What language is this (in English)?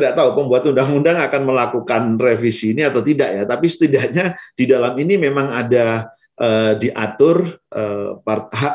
Indonesian